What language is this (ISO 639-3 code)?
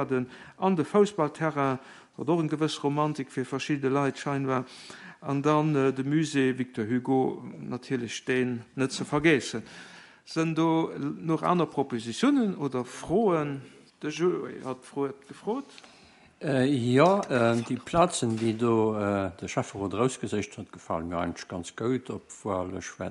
ltz